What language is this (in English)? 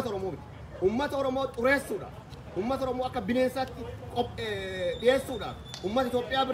Oromo